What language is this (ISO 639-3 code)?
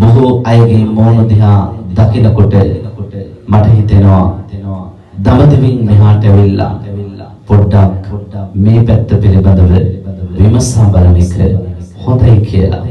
sin